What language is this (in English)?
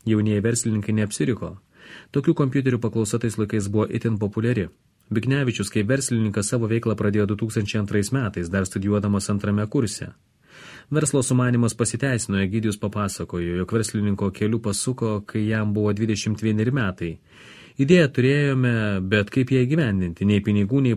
Lithuanian